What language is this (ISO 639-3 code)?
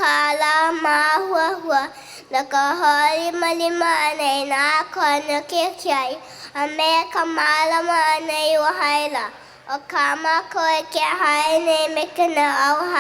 haw